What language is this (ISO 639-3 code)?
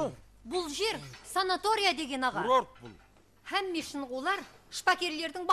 kaa